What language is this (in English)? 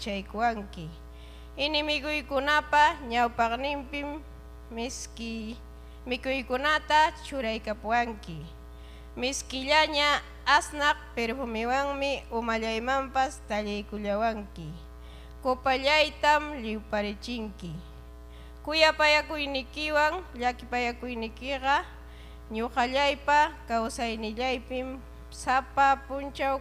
Ayacucho Quechua